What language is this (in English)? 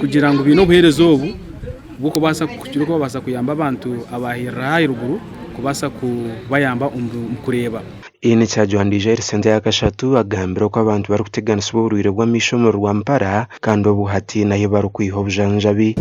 Nyankole